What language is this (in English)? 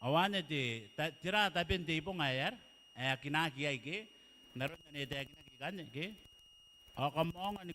Gilbertese